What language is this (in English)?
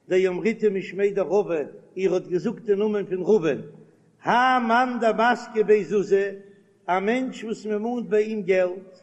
Yiddish